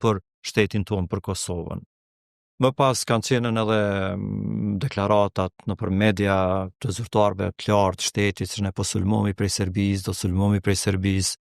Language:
Albanian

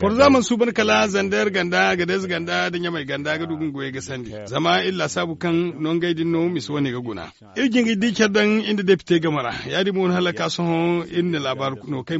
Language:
Zarma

